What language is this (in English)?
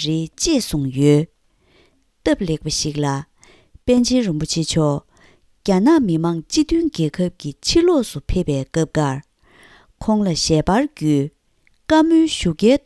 Tibetan